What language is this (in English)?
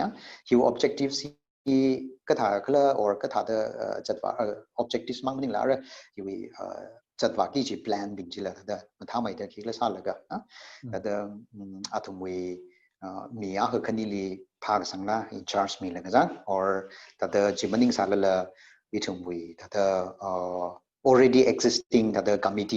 Tangkhul Naga (India)